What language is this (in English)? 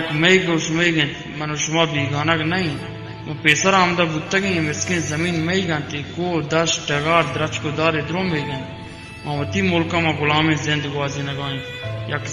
Baluchi